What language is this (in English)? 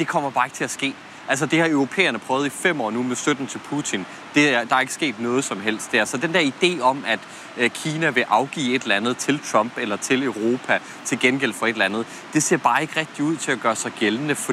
Danish